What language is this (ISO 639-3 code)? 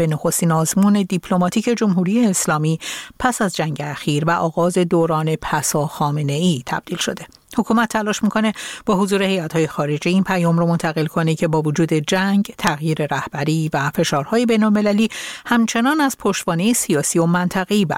fas